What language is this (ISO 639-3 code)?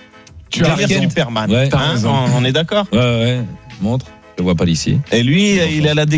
fra